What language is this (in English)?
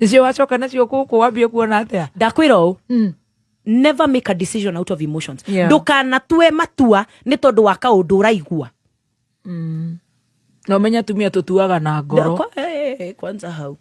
Kikuyu